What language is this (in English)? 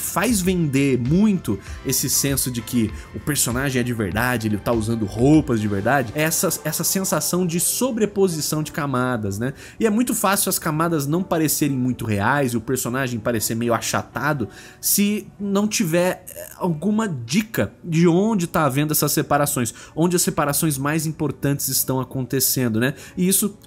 Portuguese